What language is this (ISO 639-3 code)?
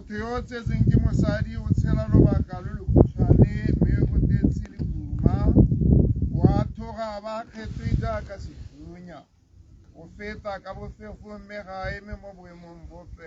tsn